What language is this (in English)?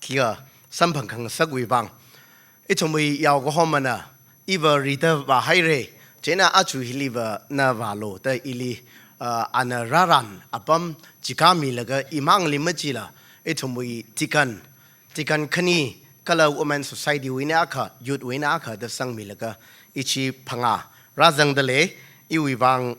Tangkhul Naga (India)